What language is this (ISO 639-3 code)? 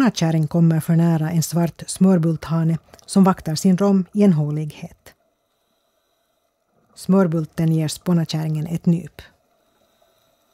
swe